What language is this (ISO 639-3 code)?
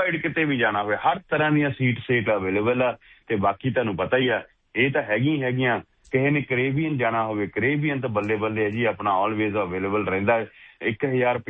pan